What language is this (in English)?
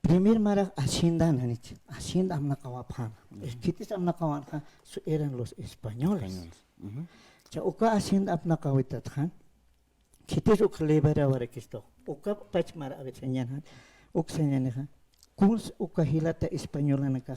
Aymara